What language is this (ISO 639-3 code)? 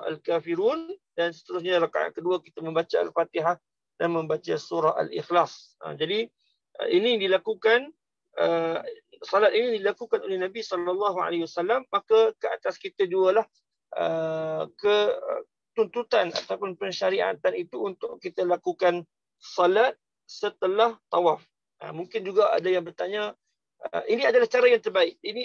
msa